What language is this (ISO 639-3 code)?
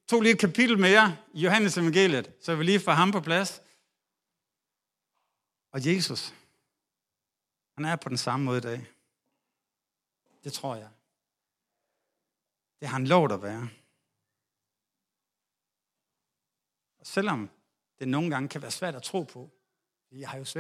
dan